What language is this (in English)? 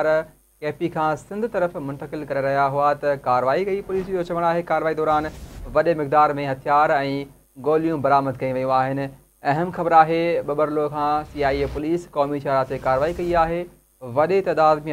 Sindhi